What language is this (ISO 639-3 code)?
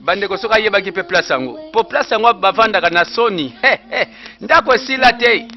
lin